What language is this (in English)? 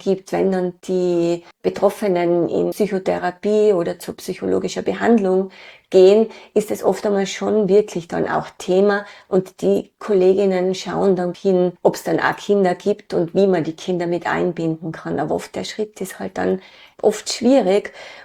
German